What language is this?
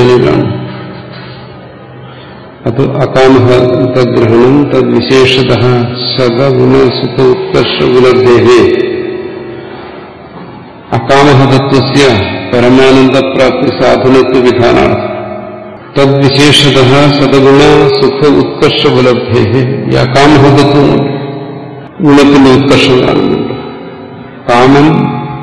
Malayalam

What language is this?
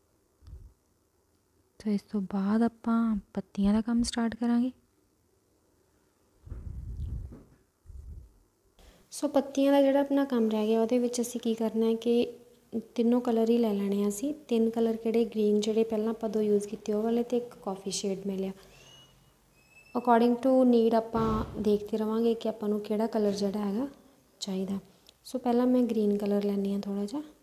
Punjabi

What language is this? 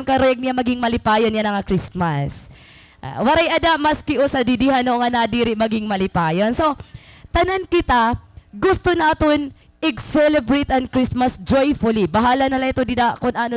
Waray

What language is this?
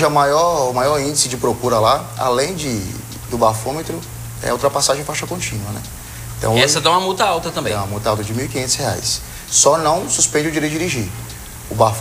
Portuguese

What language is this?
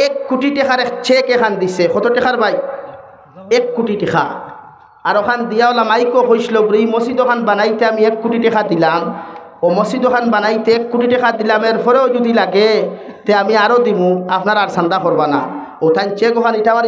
Sylheti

